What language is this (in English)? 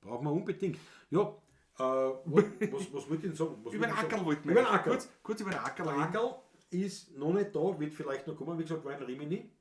Bavarian